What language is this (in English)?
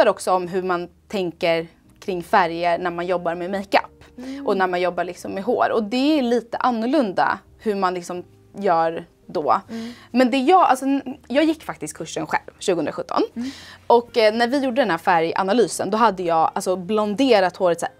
Swedish